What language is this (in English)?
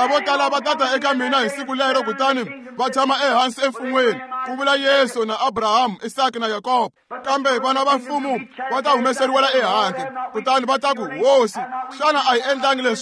Tsonga